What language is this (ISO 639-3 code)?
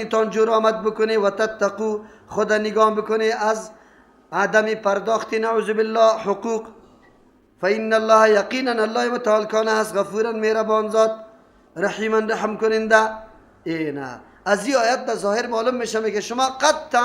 fas